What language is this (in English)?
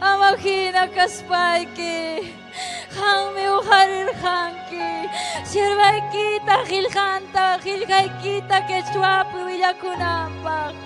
Ayacucho Quechua